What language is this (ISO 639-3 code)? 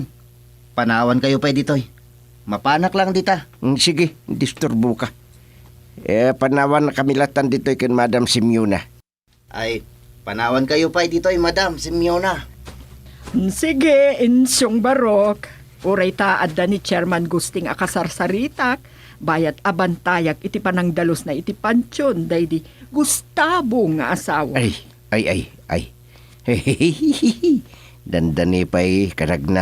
ilo